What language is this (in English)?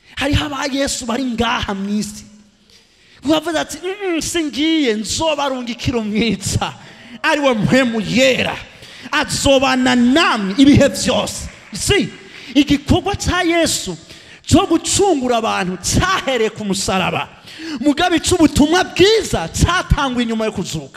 Rundi